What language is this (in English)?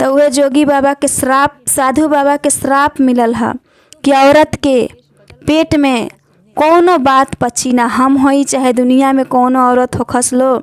Bhojpuri